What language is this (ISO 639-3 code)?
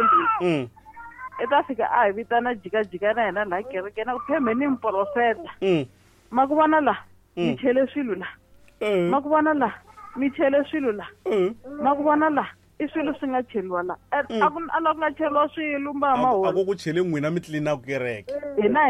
tso